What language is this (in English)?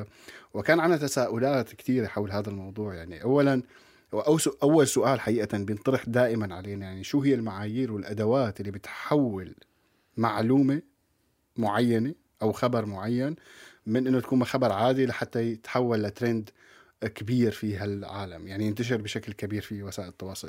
North Levantine Arabic